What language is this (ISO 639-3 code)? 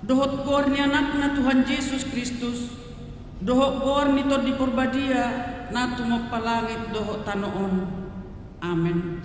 bbc